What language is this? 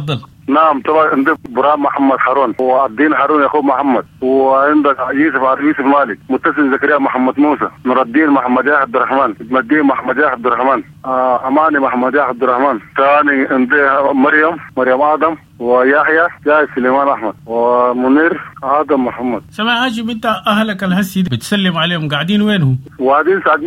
Sudanese Arabic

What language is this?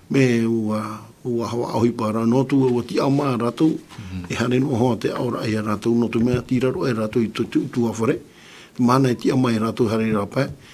Tahitian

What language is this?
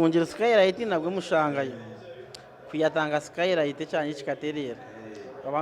Nyankole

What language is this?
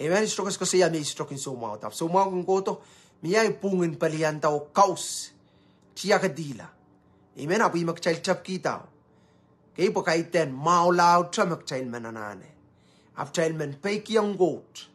Pohnpeian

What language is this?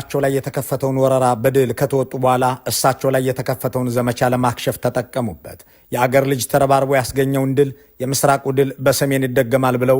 Amharic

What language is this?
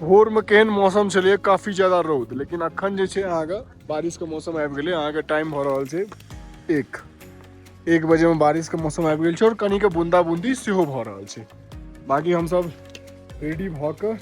Maithili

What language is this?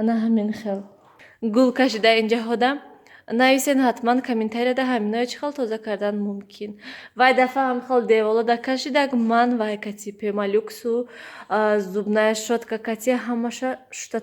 Tajik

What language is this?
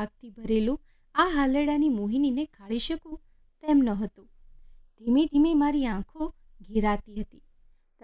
Gujarati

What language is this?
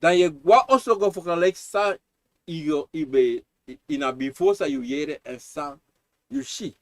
Sranan Tongo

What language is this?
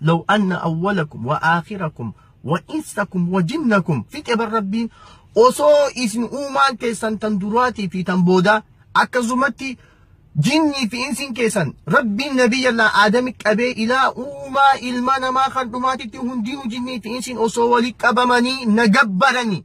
Oromo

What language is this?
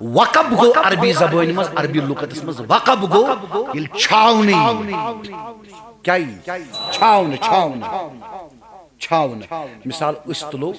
Kashmiri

